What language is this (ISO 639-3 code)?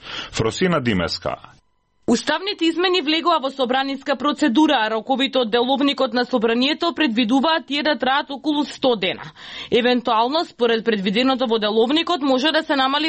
mkd